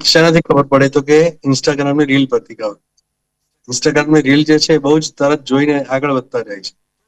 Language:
Gujarati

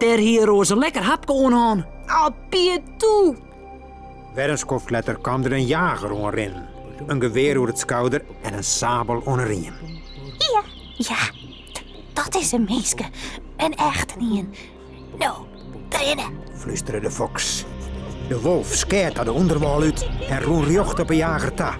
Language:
Western Frisian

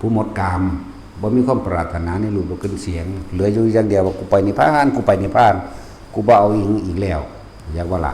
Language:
Northeastern Thai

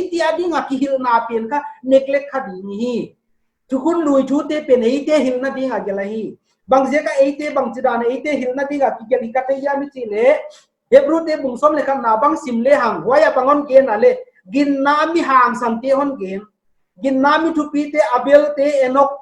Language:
Paite Chin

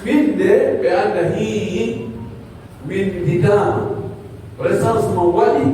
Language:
Pular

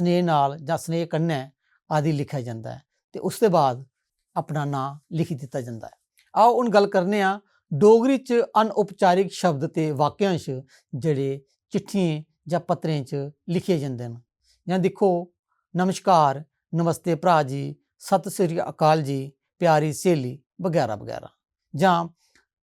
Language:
Dogri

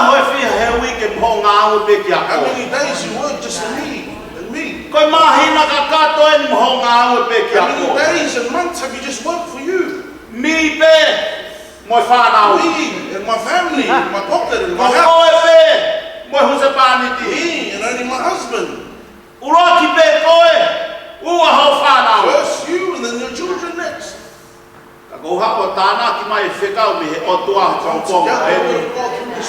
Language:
Tongan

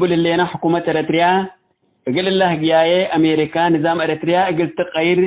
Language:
Tigre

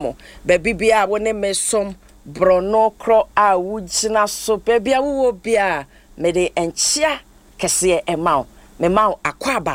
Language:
Akan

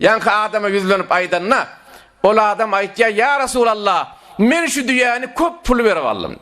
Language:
Turkmen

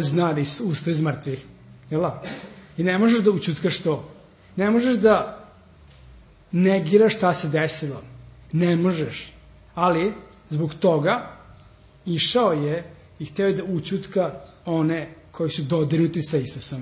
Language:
Serbian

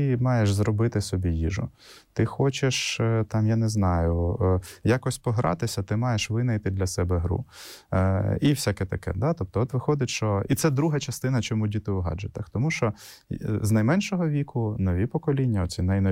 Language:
Ukrainian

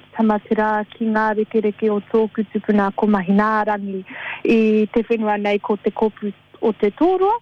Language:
Māori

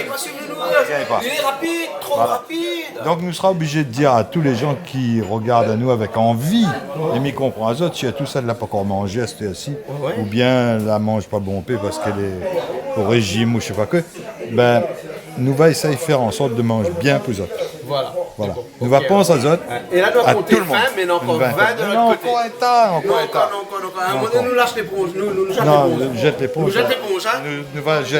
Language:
Réunion Creole French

